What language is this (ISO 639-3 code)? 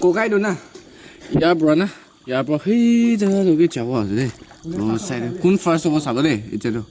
nag